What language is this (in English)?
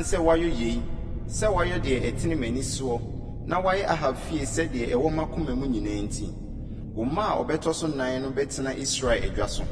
Akan